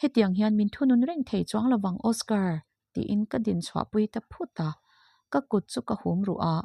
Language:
Mizo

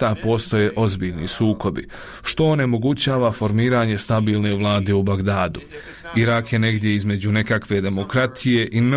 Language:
Bosnian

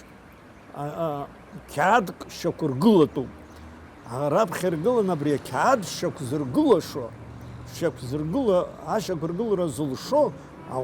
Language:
Abkhazian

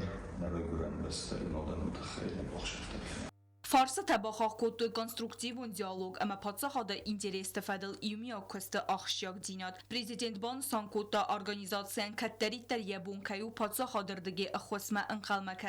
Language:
Ossetic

